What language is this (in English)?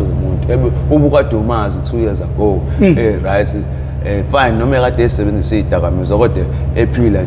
Zulu